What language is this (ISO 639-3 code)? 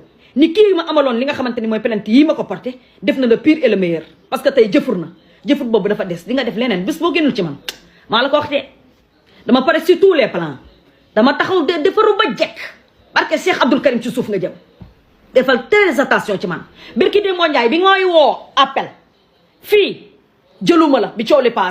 wol